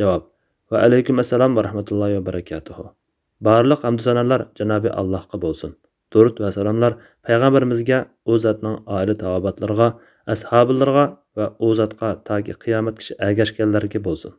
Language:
Uyghur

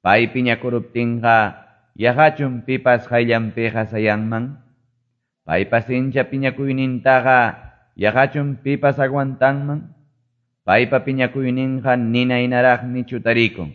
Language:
Quechua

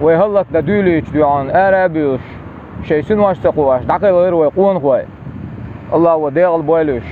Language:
Chechen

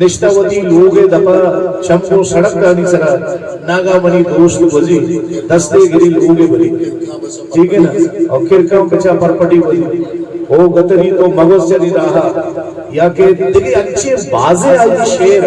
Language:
Eastern Balochi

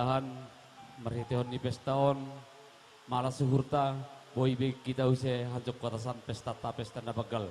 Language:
Batak Simalungun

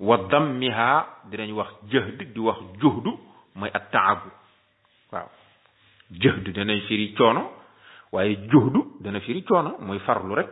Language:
Wolof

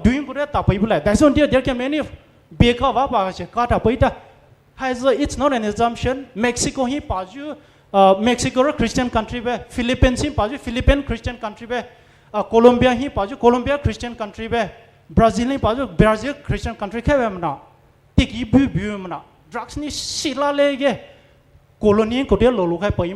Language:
Poumei Naga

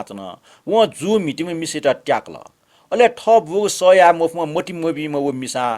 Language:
Newari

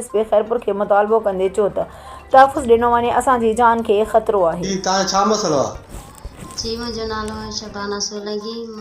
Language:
Sindhi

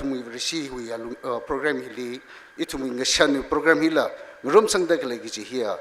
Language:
Tangkhul Naga (India)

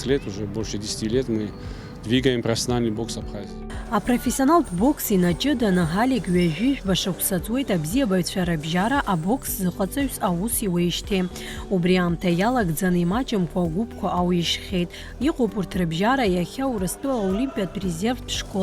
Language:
Abkhazian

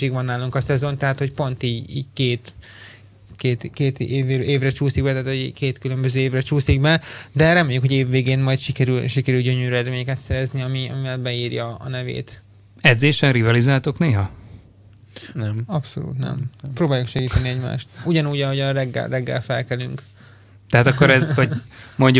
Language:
Hungarian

